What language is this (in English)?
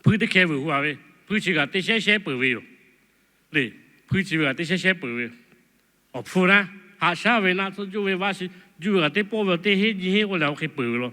Lahu